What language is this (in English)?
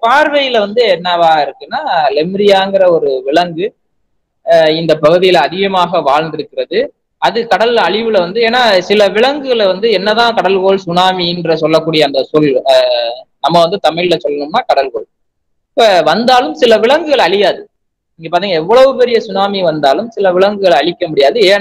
Tamil